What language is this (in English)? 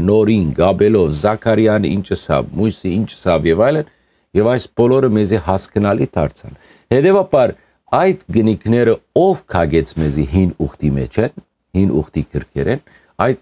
Western Armenian